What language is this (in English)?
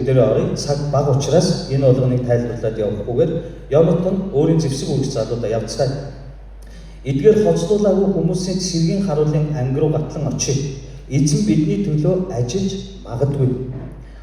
Mongolian